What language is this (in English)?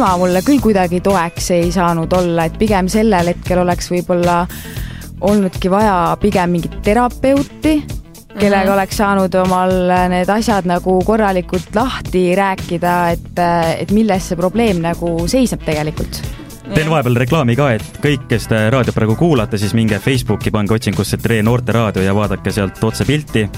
Estonian